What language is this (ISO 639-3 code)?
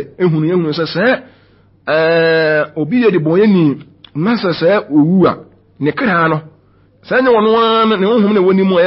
aka